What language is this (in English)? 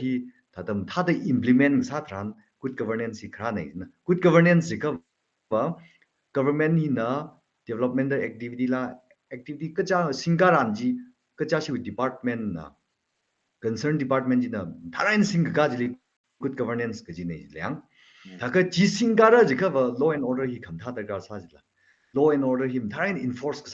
Tangkhul Naga (India)